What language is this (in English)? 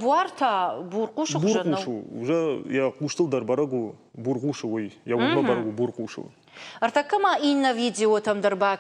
Ossetic